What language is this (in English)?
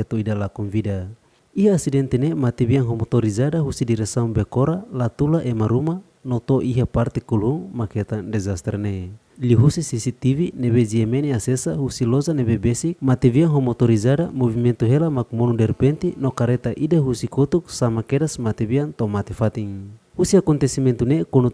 Tetum